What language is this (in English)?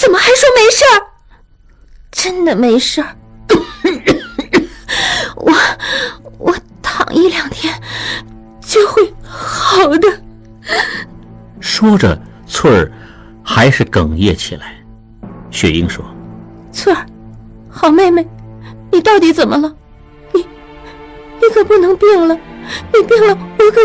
Chinese